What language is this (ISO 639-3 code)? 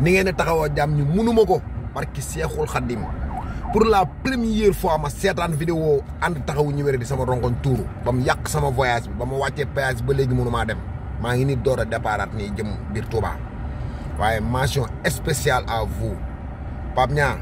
wol